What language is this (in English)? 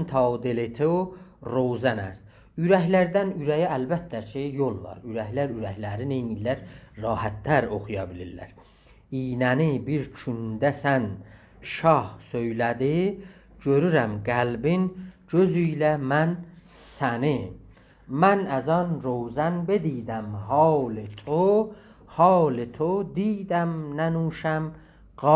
South Azerbaijani